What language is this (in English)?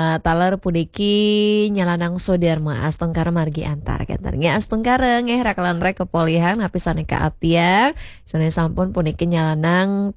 Balinese